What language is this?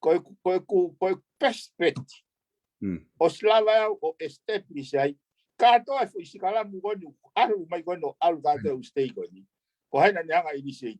Tongan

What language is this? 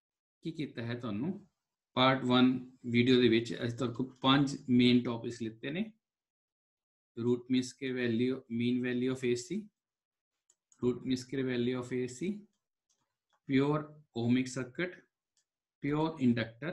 Punjabi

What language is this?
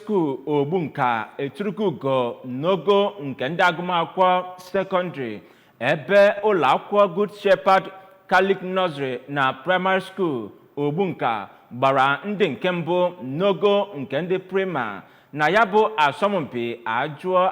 Igbo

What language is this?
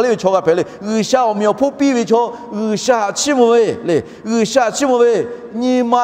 Lahu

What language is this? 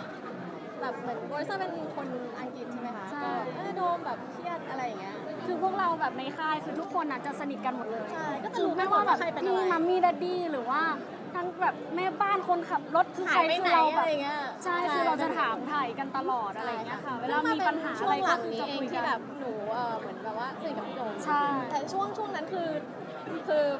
Thai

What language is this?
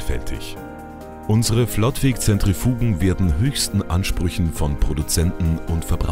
German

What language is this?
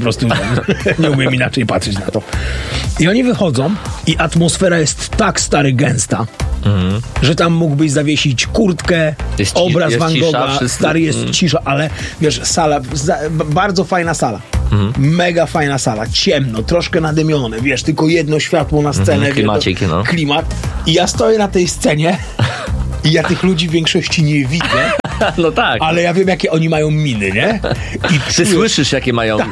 Polish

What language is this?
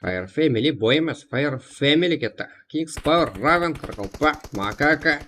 Kara-Kalpak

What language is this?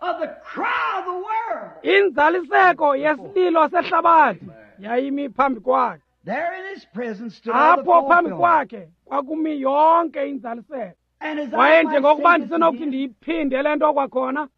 Xhosa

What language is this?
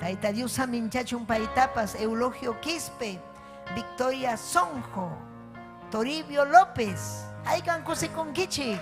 Ayacucho Quechua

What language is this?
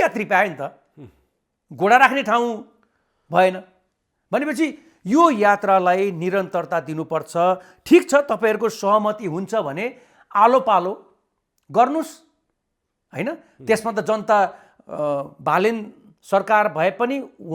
Nepali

